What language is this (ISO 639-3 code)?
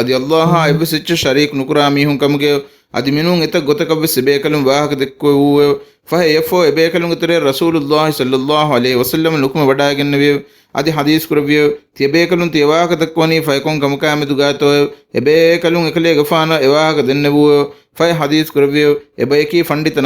div